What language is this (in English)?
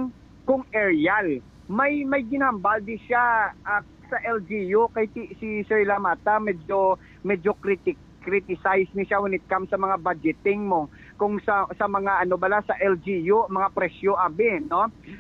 Hiligaynon